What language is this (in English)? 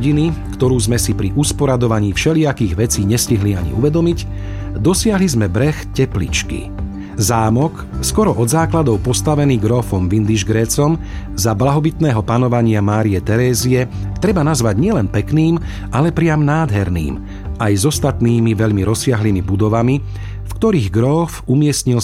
Slovak